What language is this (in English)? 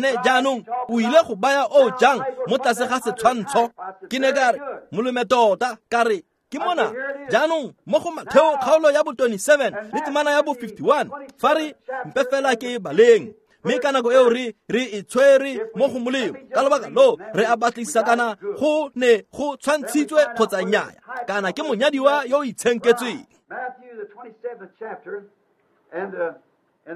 Tswana